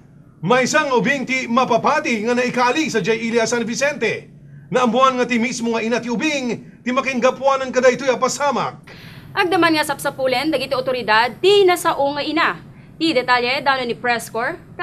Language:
Iloko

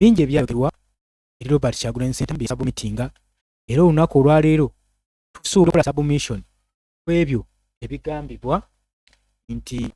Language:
Ganda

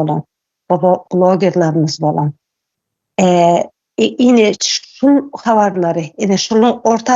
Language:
Turkmen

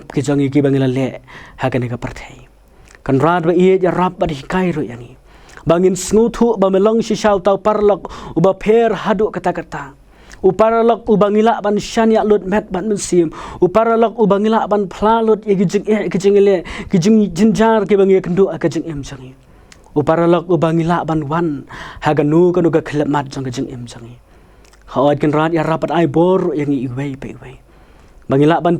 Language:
Khasi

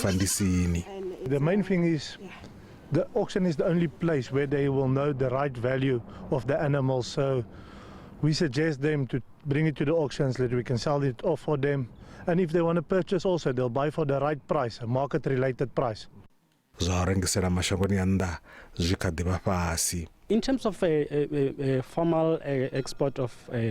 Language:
Venda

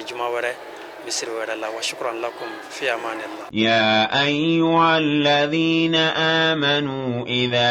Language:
Bambara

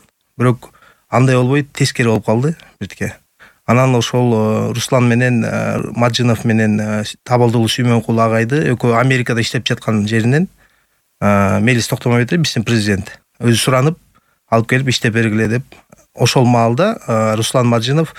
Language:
Kyrgyz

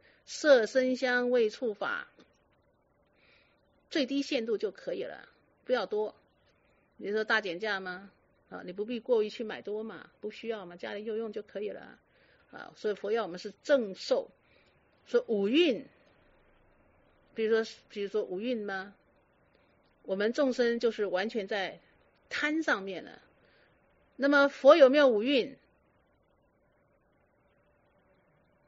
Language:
Chinese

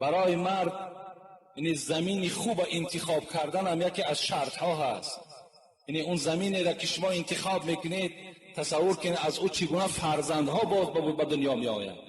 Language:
Tajik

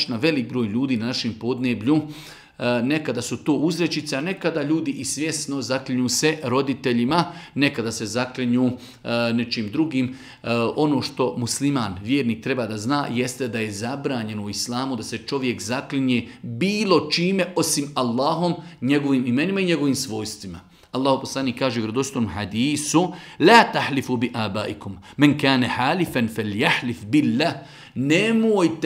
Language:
Bosnian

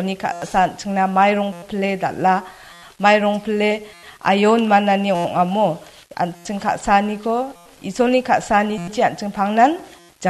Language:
Garo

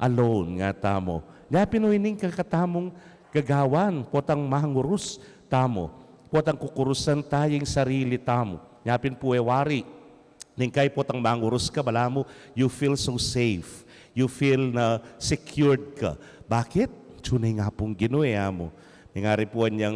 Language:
Pampanga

